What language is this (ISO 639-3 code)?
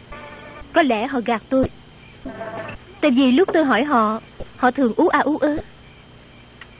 vie